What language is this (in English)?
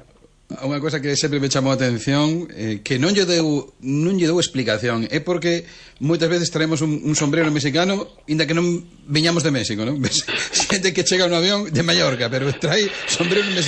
Galician